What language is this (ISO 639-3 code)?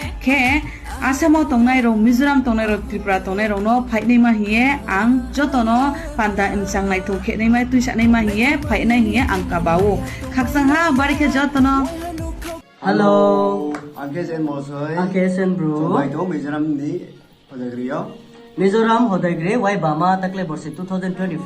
ria